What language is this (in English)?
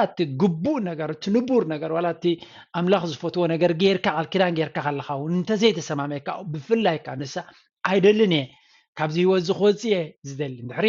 Tigrinya